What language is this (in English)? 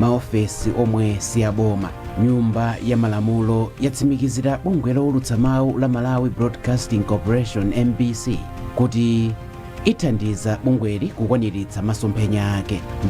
Nyanja